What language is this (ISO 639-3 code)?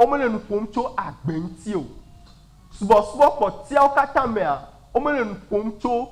ewe